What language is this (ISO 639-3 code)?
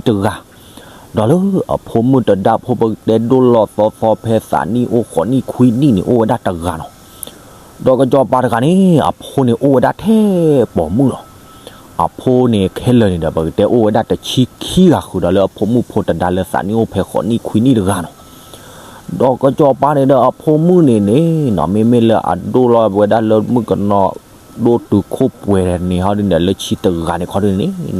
ksw